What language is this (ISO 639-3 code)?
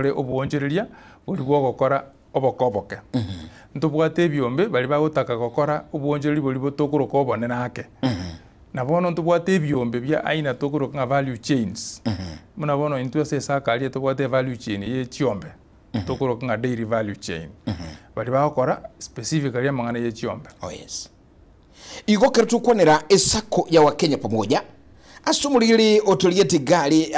guz